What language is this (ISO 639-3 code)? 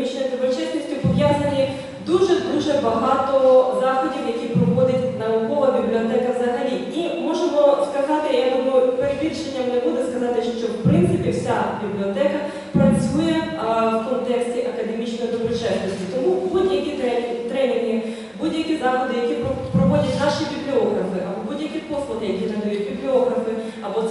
ukr